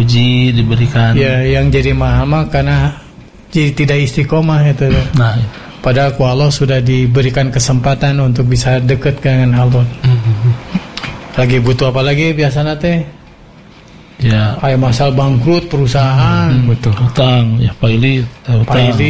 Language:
Indonesian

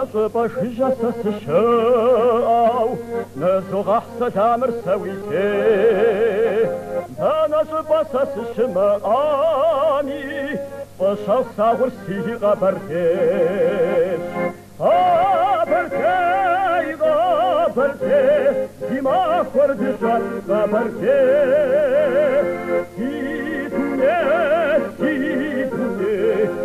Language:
Kabardian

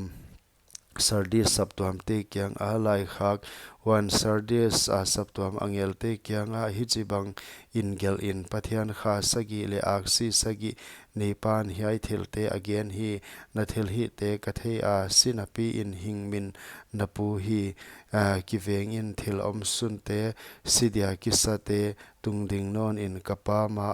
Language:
Paite Chin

